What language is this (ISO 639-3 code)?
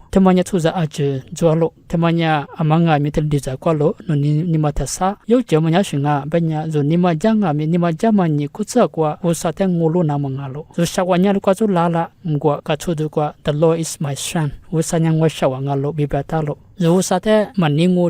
lis